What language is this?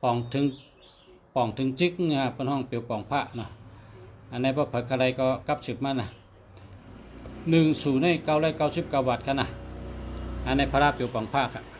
Shan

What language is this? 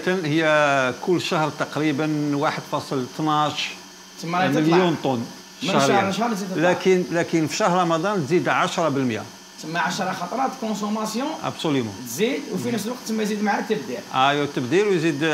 Algerian Arabic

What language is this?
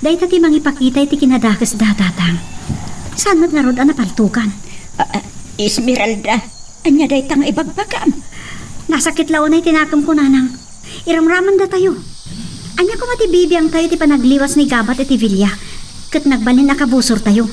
Iloko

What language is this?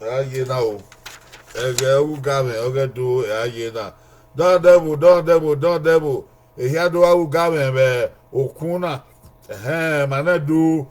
Bini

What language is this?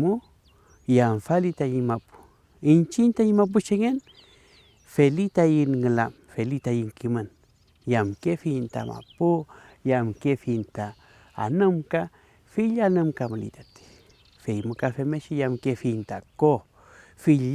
Mapuche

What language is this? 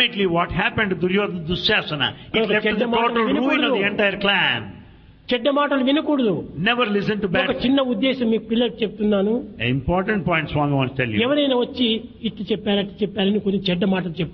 Telugu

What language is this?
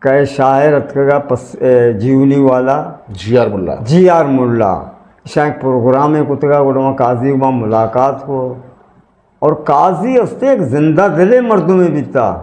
Eastern Balochi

